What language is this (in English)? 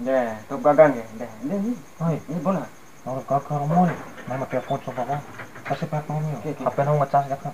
Bima